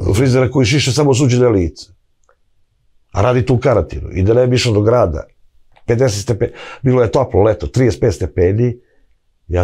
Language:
Serbian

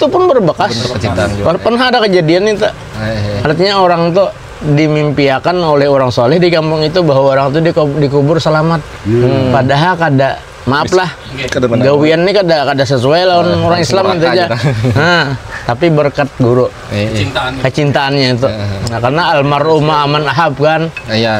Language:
Banjar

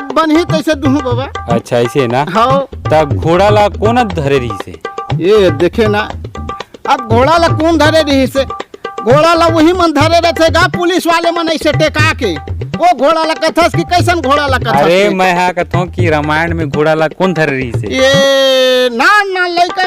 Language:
Chhattisgarhi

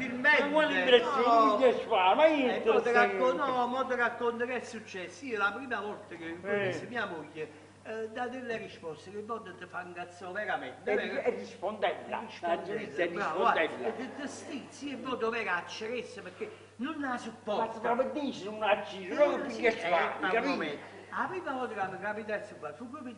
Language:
Neapolitan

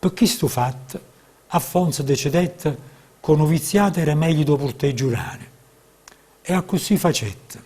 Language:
Neapolitan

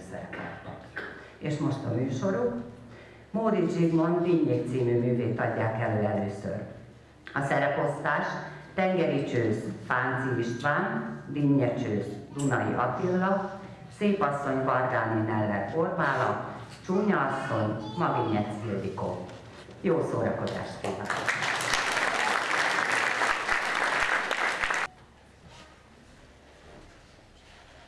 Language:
Hungarian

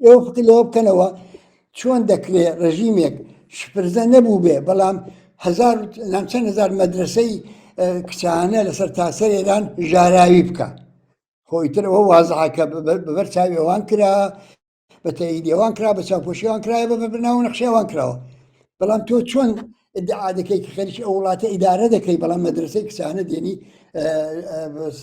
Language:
Central Kurdish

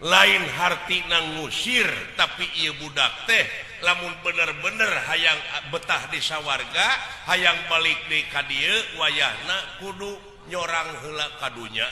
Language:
Sundanese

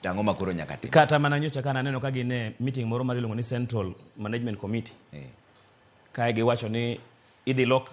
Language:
Luo (Kenya and Tanzania)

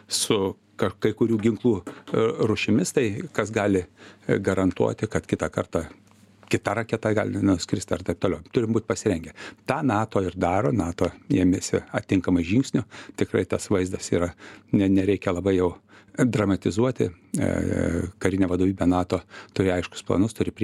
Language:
Lithuanian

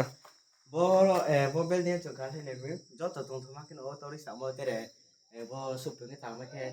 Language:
Riang (India)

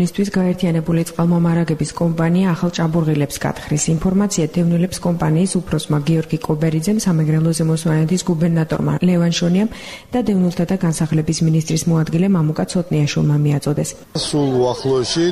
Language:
Georgian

